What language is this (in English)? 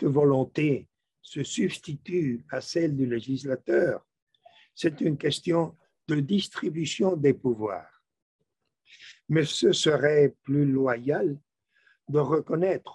French